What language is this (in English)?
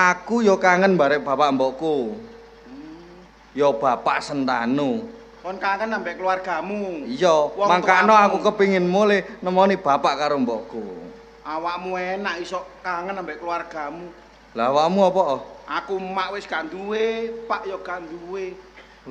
Javanese